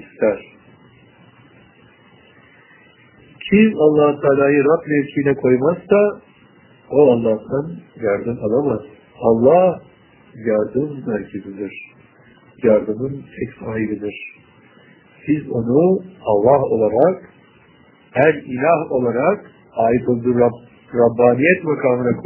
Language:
Turkish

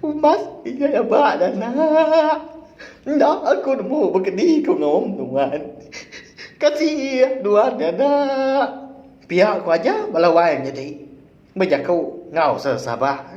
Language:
Iban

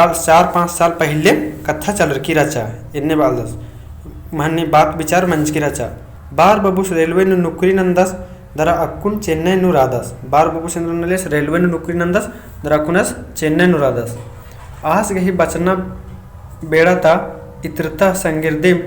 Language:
Kurukh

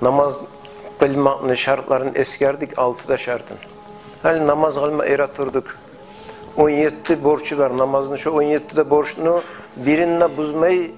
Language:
Kumyk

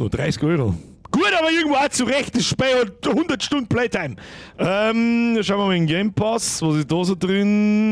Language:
Bavarian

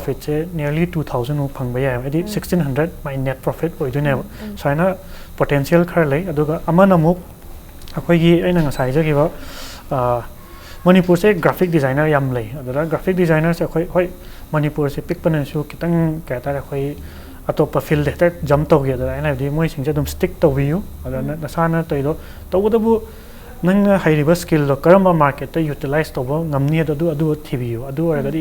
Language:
Manipuri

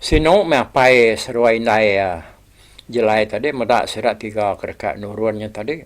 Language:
Iban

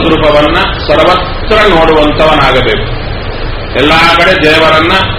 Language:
Kannada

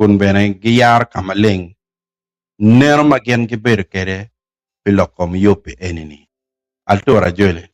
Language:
Acoli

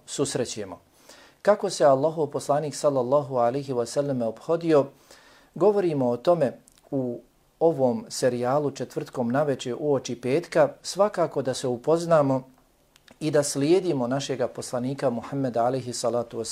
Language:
Bosnian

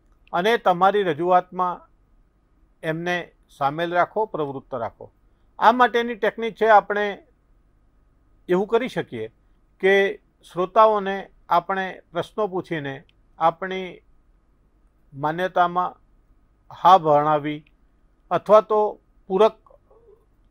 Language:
Gujarati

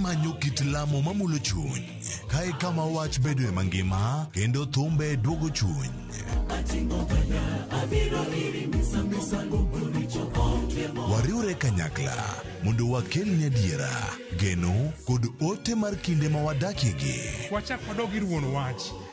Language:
Luo (Kenya and Tanzania)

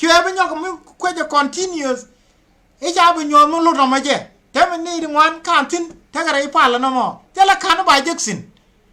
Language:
Nuer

